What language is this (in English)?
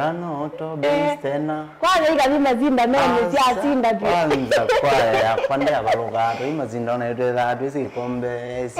Kamba